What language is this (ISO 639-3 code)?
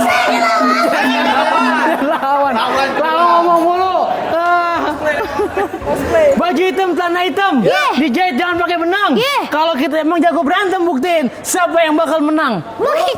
bew